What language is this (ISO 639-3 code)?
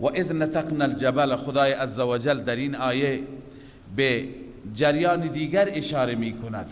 fas